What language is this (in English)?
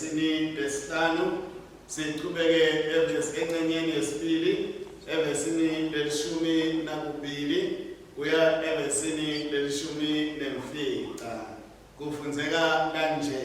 Swati